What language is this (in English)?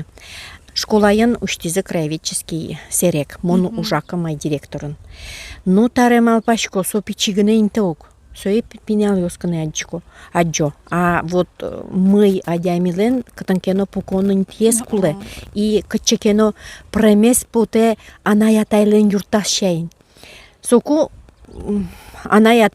Udmurt